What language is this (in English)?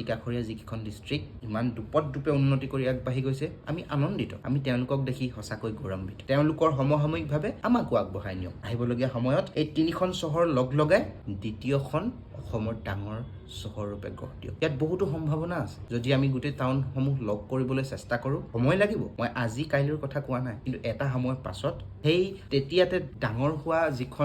Assamese